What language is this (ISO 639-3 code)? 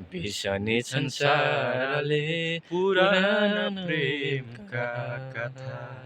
nep